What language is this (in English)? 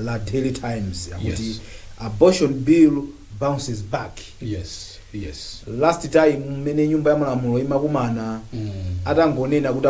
Nyanja